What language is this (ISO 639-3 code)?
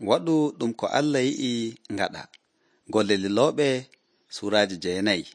fuv